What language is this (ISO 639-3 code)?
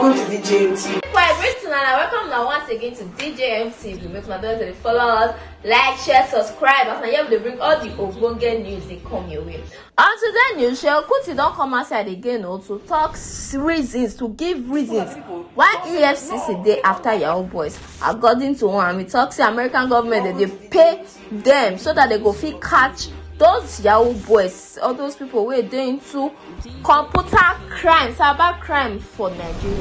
pcm